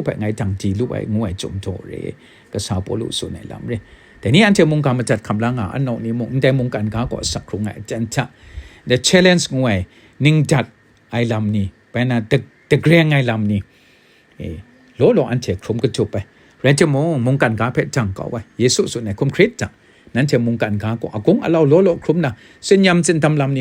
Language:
Kachin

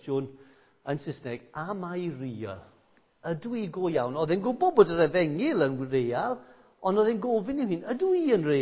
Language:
Welsh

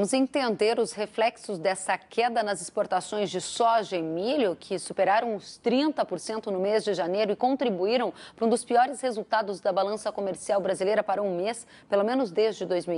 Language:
Portuguese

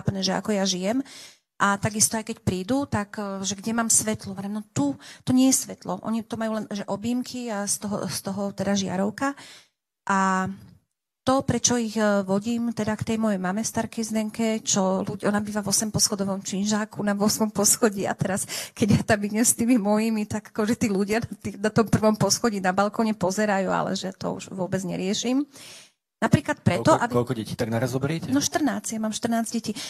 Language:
Slovak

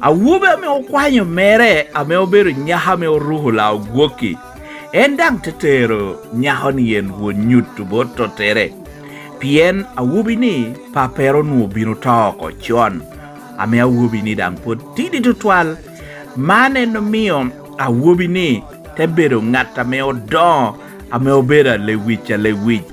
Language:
Lango (Uganda)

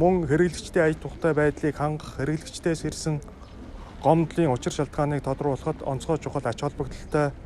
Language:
Mongolian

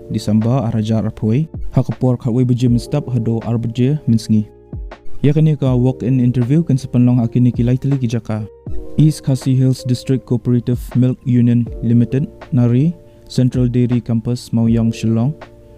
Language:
Khasi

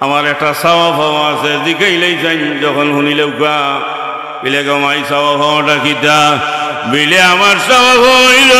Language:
Sylheti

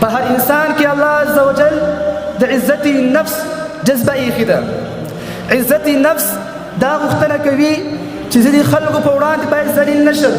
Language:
Pashto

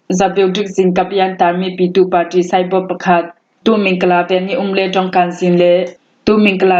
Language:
Falam Chin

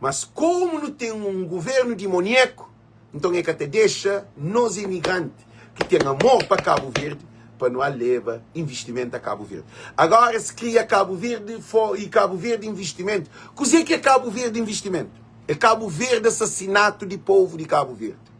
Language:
Kabuverdianu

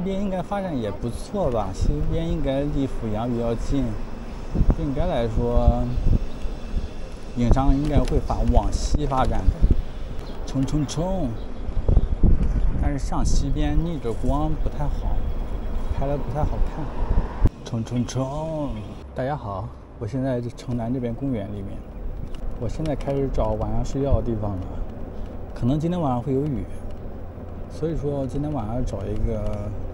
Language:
Chinese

